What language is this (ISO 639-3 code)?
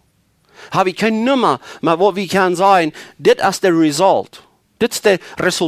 pdt